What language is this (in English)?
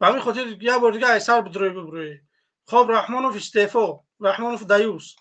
Tajik